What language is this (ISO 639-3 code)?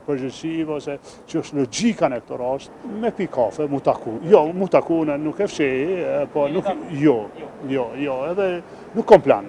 sqi